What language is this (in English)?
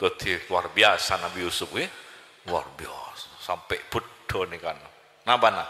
Madurese